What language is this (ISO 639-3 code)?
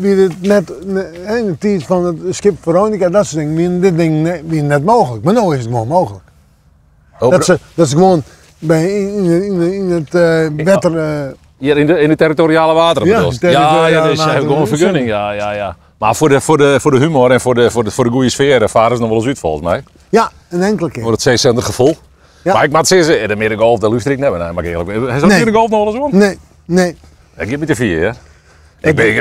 fry